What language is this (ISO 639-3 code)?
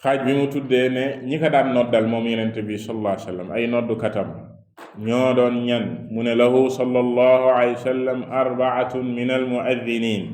wol